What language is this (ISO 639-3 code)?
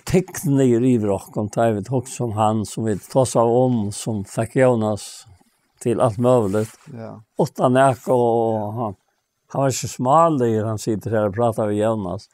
fao